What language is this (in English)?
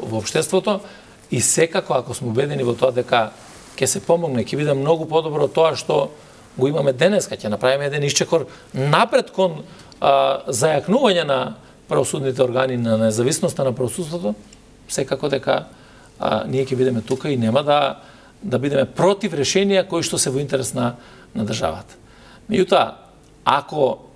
Macedonian